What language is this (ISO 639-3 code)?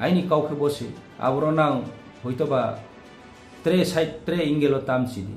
ria